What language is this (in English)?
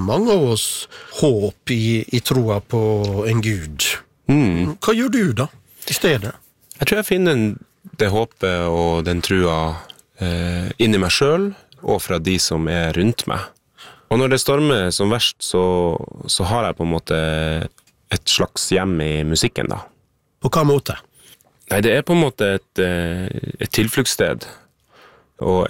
Norwegian